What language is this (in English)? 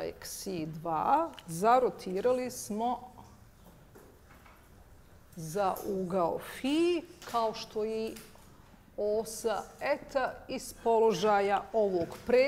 Bosnian